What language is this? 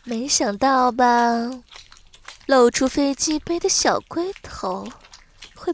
Chinese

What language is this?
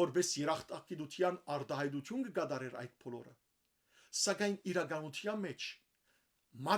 Western Armenian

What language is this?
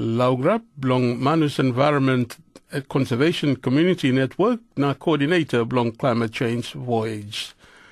Tok Pisin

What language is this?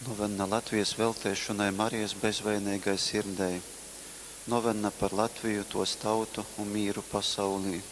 Latgalian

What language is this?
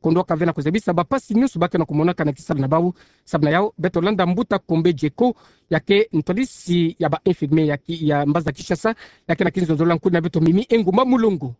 Kituba (Democratic Republic of Congo)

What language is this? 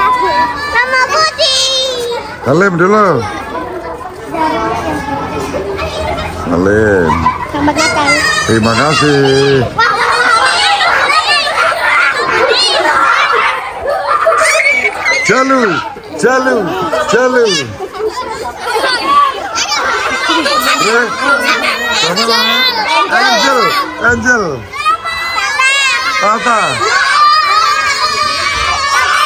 Indonesian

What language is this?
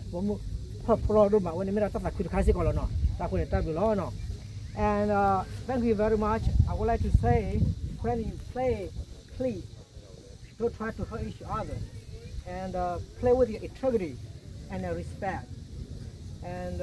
S'gaw Karen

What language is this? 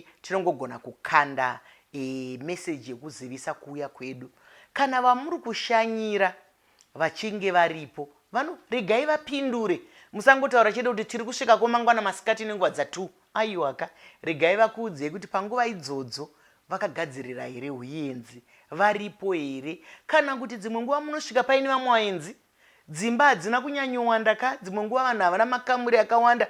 Shona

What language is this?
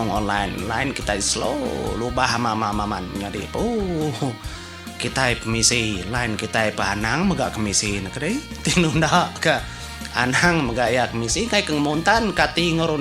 Iban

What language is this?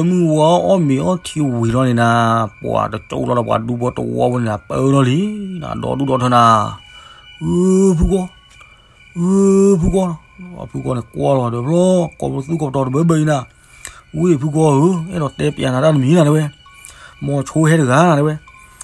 S'gaw Karen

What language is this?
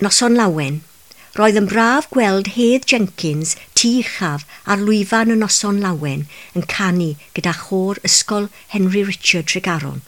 Welsh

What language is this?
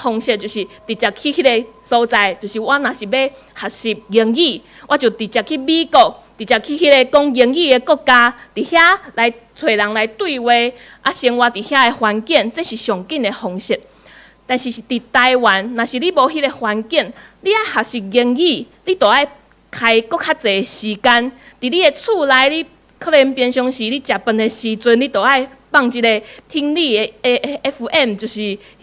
Min Nan Chinese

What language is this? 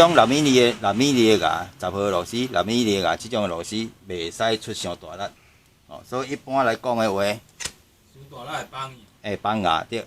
Min Nan Chinese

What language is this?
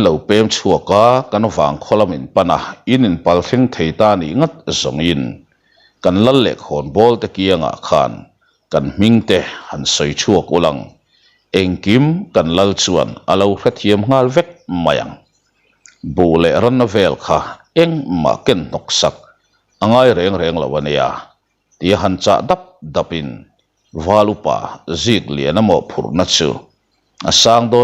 Mizo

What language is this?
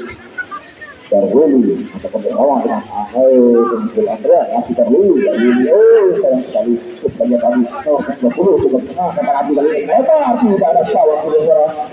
Indonesian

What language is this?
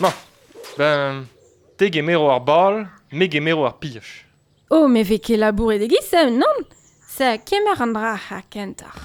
Breton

